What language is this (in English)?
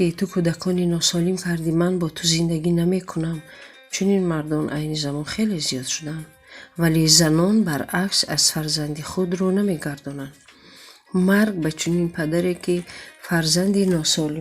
Tajik